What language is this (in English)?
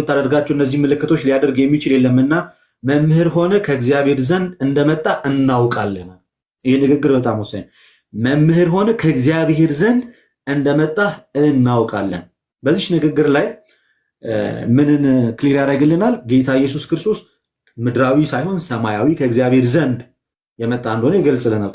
Amharic